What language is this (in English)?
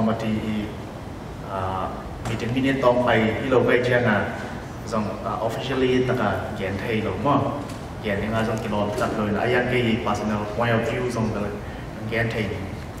Tedim Chin